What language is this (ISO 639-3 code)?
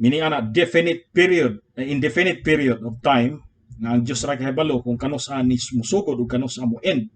ceb